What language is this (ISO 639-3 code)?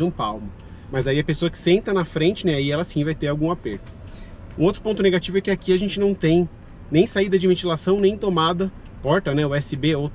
por